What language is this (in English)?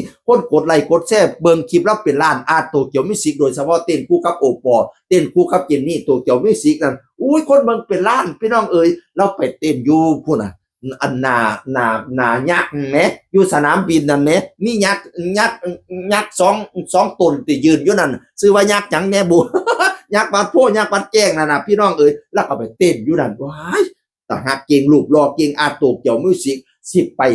Northeastern Thai